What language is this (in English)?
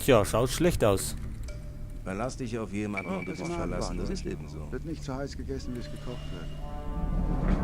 Bavarian